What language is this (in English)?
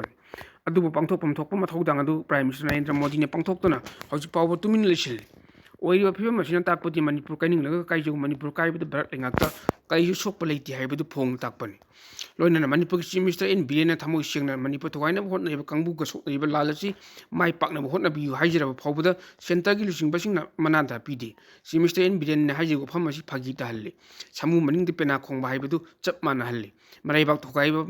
Manipuri